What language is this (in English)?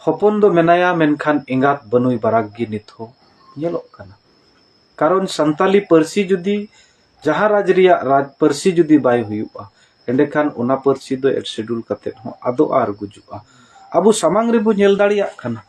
Santali